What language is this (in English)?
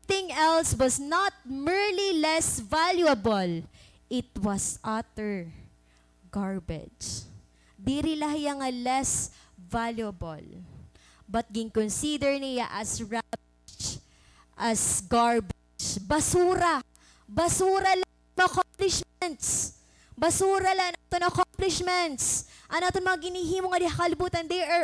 Waray